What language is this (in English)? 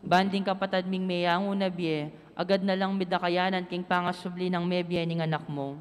Pampanga